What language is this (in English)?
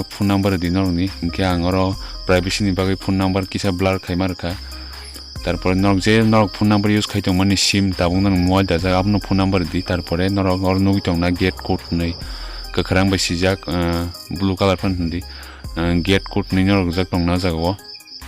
Kok Borok